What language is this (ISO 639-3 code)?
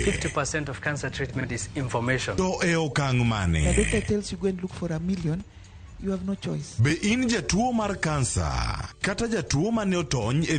luo